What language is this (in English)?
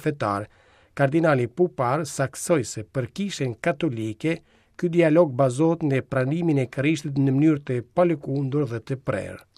Albanian